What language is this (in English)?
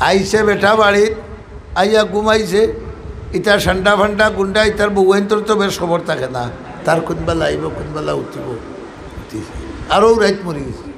Sylheti